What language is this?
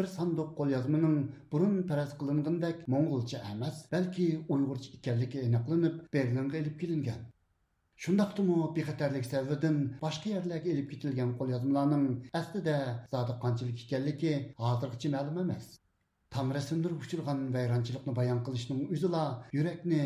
Uyghur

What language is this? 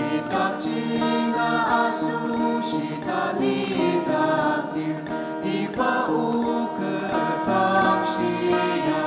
Ao Naga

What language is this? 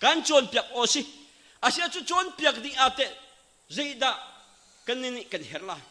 Hakha Chin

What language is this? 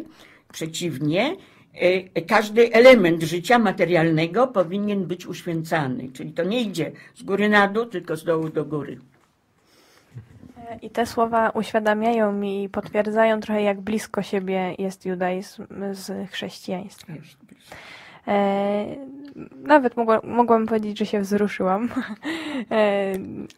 Polish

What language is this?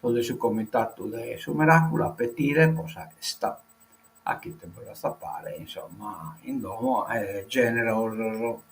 Sardinian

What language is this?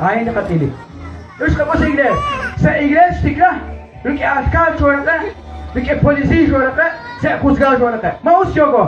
Kekchí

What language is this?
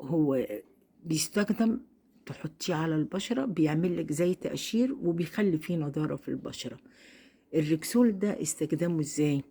Egyptian Arabic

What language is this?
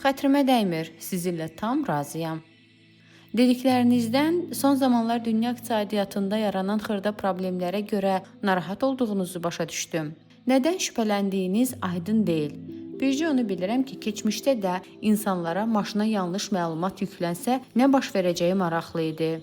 Azerbaijani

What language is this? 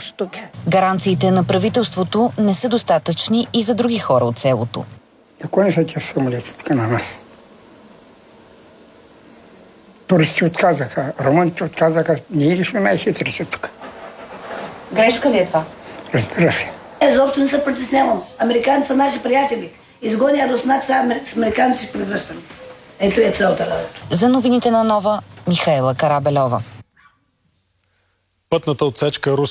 Bulgarian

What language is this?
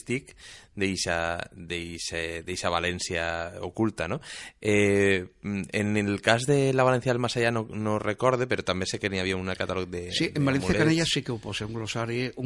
Catalan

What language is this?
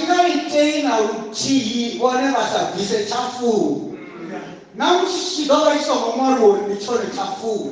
Venda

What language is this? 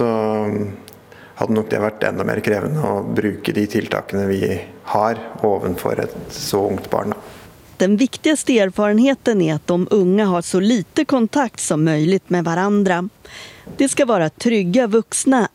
Swedish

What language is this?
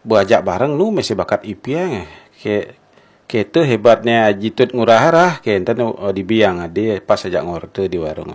Balinese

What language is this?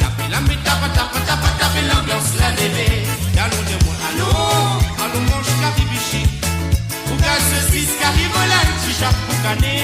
Morisyen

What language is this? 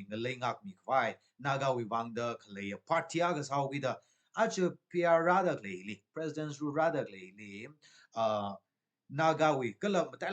Tangkhul Naga (India)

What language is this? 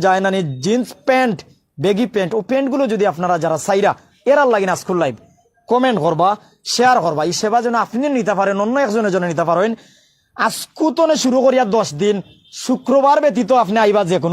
Sylheti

